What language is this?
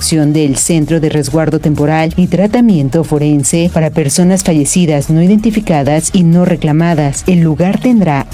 Spanish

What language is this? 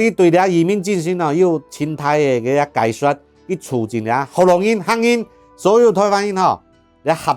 Hakka Chinese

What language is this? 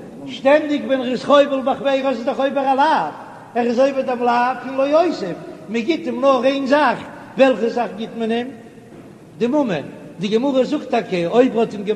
Yiddish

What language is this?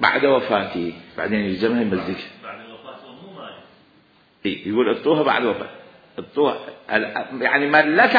Mesopotamian Arabic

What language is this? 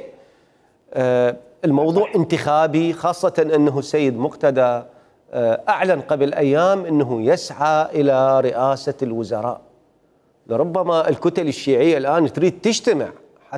Mesopotamian Arabic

